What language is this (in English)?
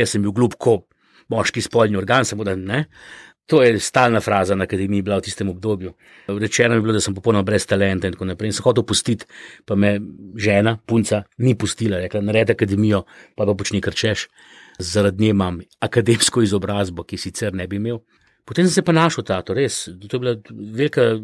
Slovenian